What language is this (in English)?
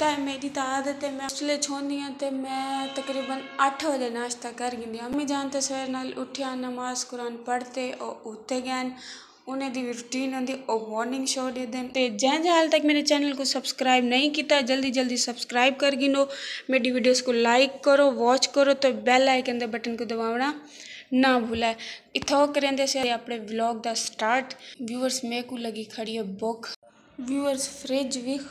Saraiki